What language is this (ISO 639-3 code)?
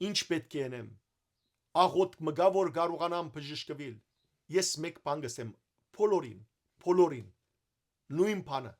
hyw